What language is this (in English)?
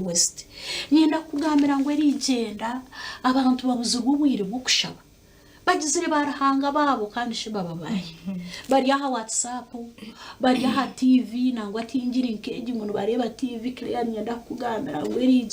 Nyankole